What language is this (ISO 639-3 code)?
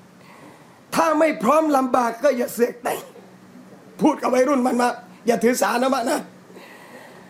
tha